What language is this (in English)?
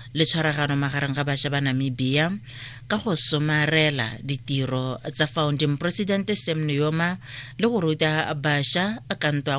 Tswana